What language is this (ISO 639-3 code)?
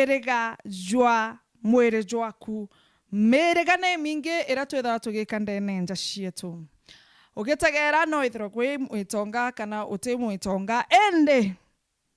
mer